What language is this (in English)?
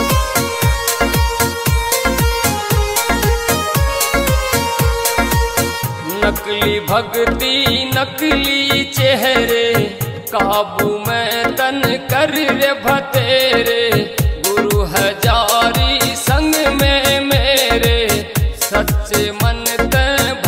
Haryanvi